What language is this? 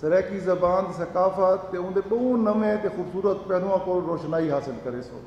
Saraiki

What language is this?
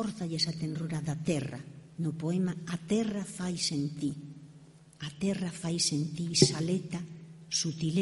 Galician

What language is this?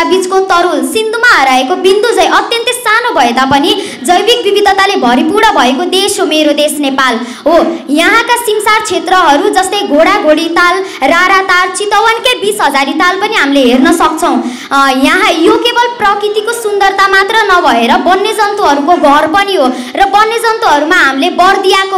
Nepali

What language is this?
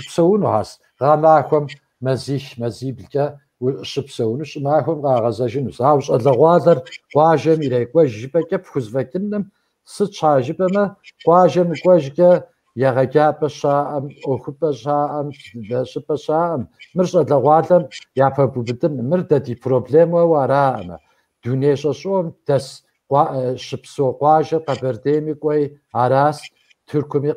Kabardian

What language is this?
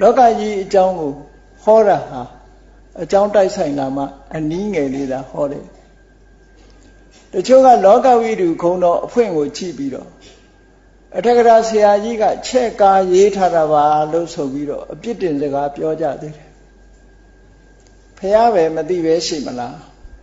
Burmese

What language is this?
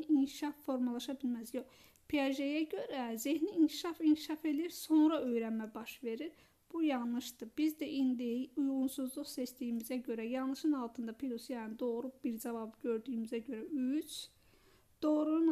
Azerbaijani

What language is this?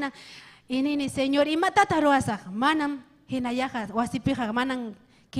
Ayacucho Quechua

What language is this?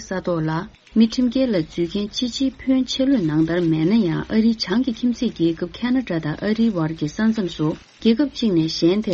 Tibetan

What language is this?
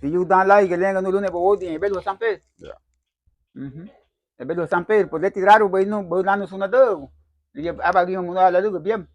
Garifuna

